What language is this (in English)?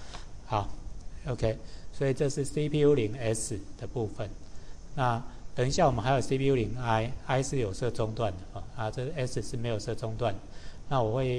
Chinese